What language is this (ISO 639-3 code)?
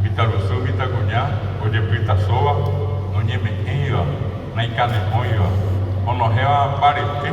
grn